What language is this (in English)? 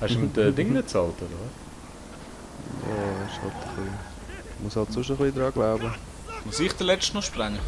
Swiss German